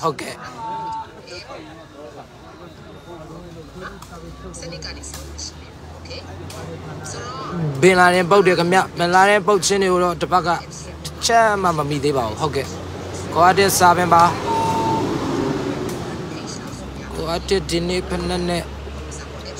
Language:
Burmese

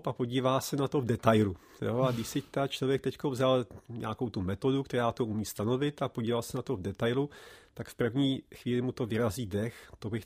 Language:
Czech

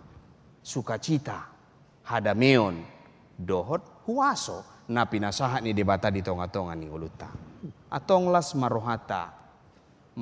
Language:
Batak Toba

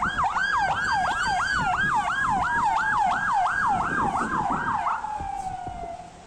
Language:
Kazakh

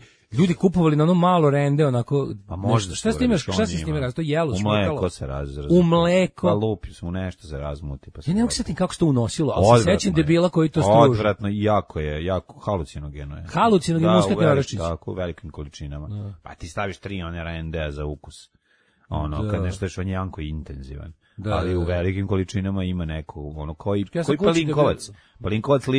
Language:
Serbian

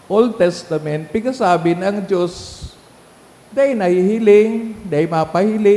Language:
Bikol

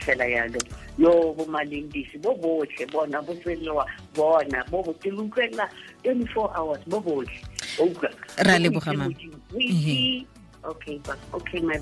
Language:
Tswana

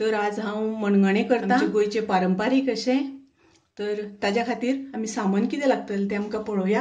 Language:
Konkani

